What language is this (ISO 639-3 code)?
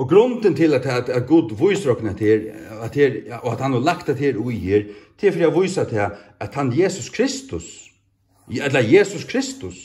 fao